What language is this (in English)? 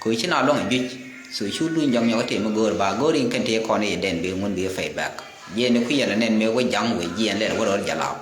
Nuer